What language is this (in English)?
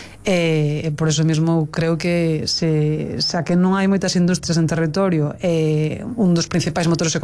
Galician